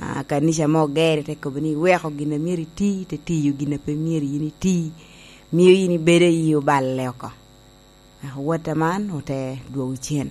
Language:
Lango (Uganda)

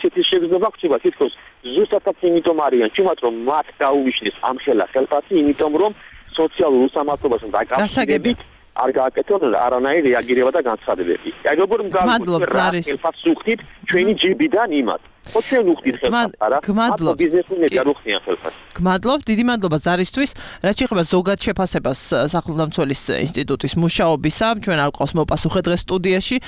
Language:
Georgian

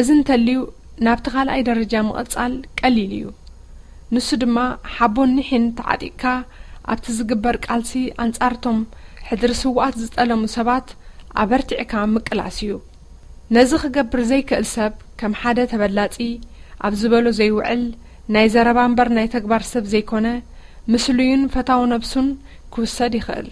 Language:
Tigrinya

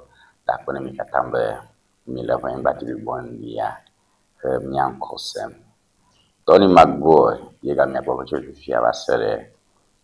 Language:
Ewe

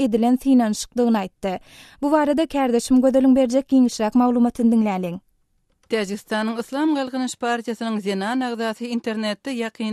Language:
Turkmen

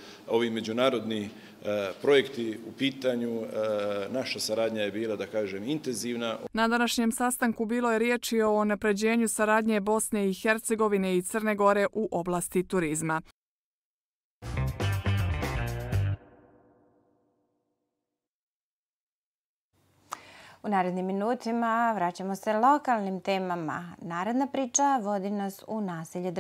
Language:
Bosnian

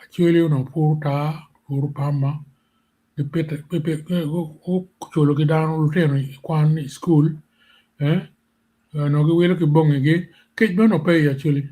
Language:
Acoli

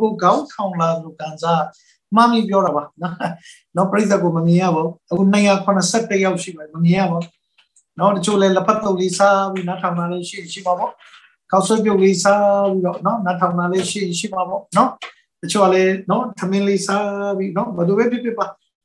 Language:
Burmese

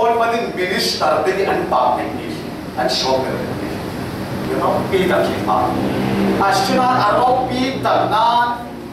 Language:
Falam Chin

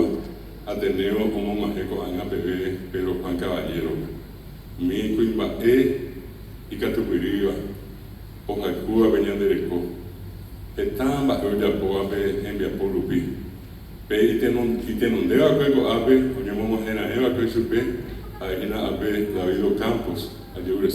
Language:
Guarani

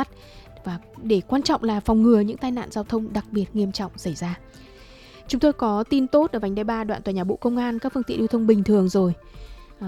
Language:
Vietnamese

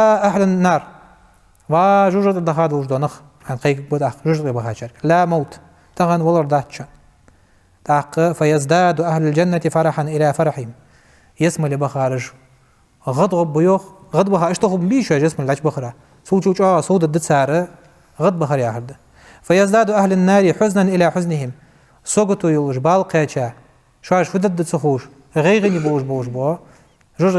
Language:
Ingush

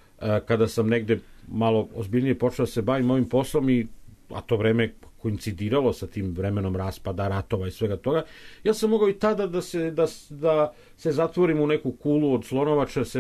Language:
Serbian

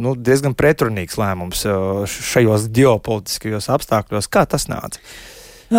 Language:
Latvian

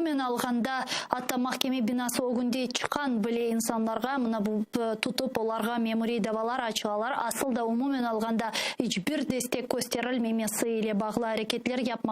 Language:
Crimean Tatar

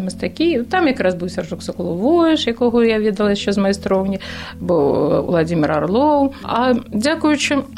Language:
Belarusian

